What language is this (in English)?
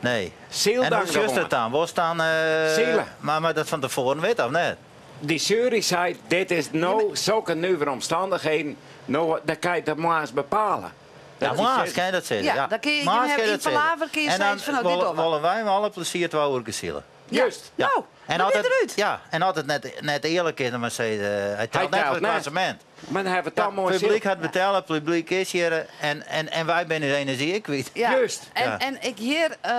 Western Frisian